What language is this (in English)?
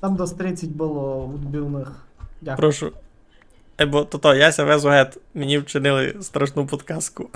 Rusyn